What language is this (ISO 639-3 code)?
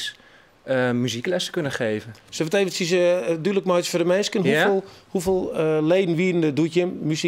fry